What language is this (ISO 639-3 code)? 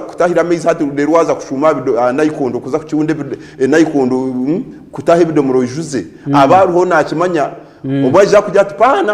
nyn